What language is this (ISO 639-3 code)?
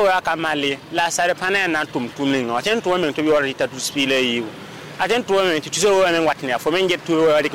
mos